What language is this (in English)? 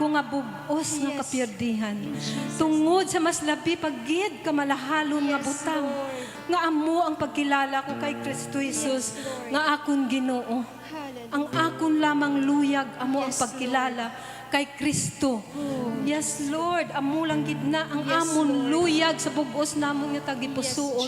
Hiligaynon